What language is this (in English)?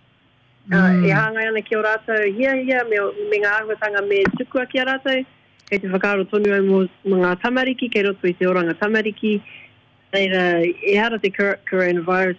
Māori